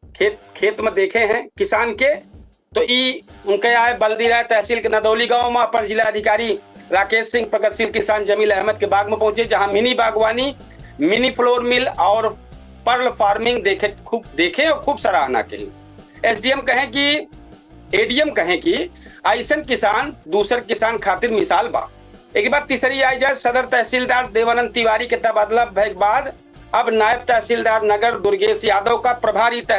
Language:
Awadhi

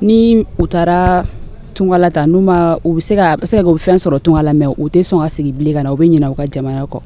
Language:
Bambara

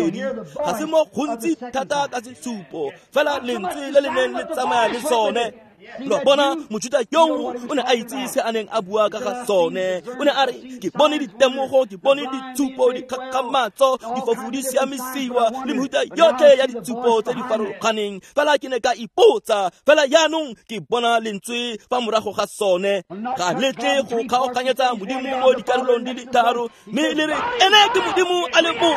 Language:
Tswana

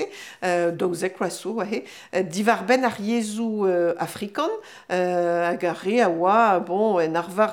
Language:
Breton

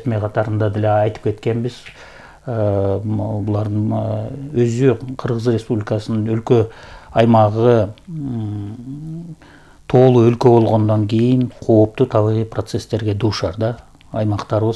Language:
Kyrgyz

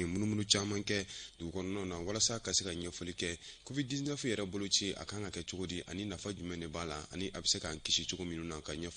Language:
Bambara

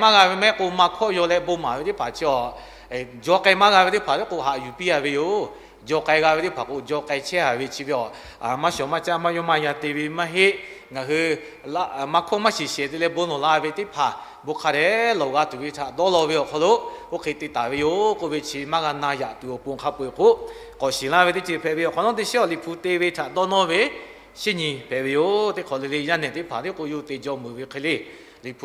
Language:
Lahu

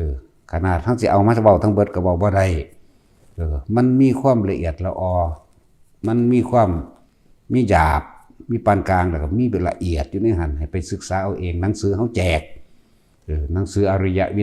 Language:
Northeastern Thai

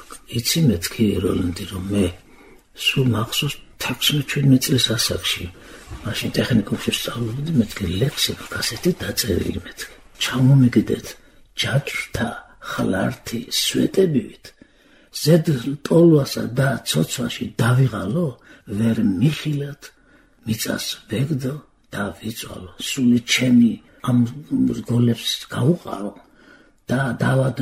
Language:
Georgian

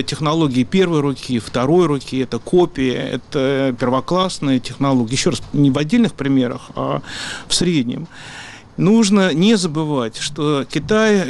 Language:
Russian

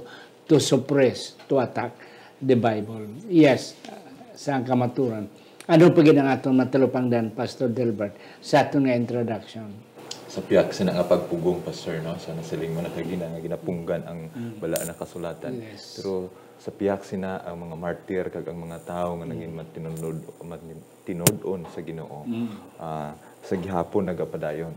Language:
Hiligaynon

